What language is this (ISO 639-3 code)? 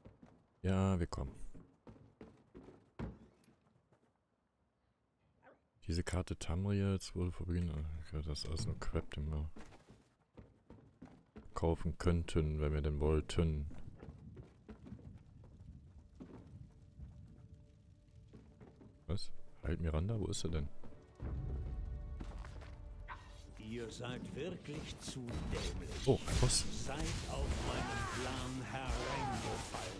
deu